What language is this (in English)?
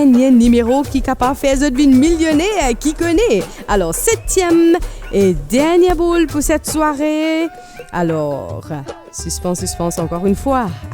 Morisyen